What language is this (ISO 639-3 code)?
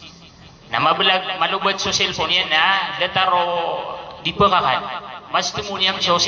mrw